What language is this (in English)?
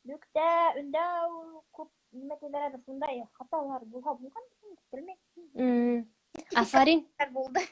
Bashkir